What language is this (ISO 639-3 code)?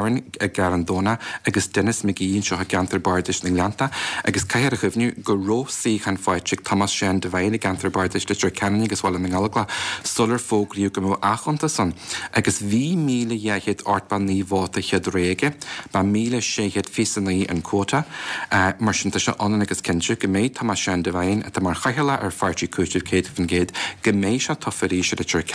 gle